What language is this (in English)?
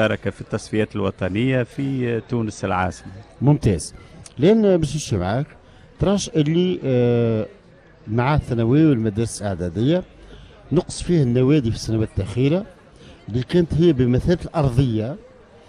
Tunisian Arabic